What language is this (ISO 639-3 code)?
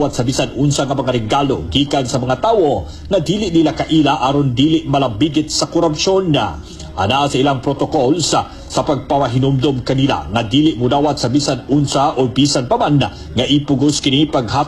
ceb